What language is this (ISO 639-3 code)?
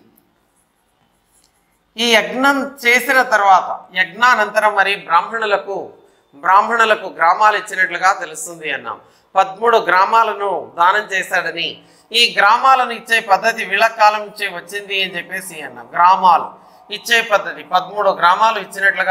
tel